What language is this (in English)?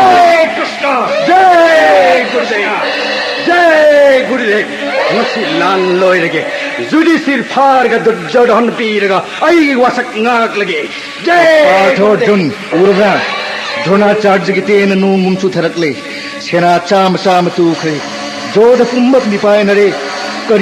Manipuri